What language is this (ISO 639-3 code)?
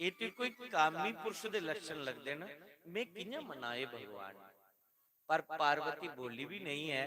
doi